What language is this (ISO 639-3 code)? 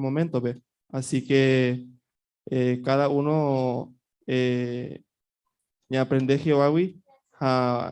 grn